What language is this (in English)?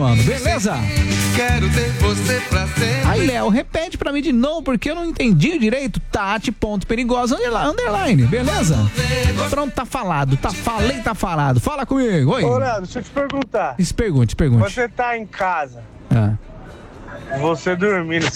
Portuguese